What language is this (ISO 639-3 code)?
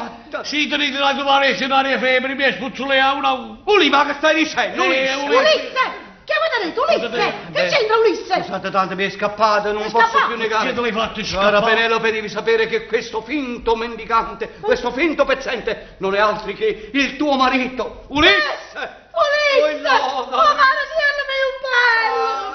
nap